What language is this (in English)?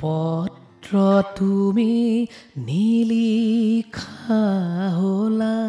Assamese